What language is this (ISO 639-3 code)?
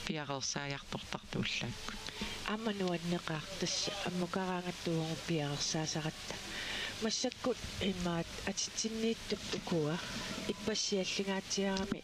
kal